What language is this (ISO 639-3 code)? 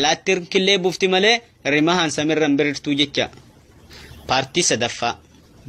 orm